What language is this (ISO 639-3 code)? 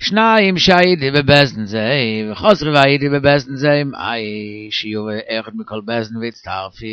yid